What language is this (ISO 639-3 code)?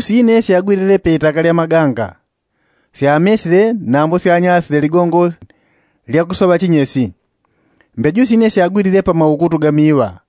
yao